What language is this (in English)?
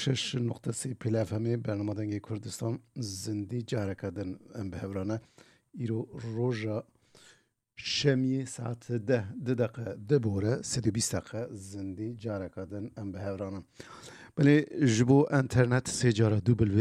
Kurdish